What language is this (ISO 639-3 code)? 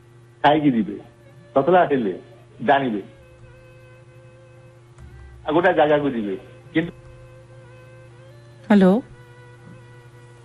ori